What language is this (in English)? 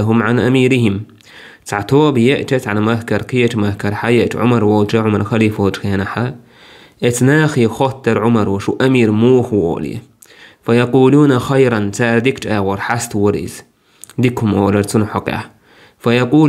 Chechen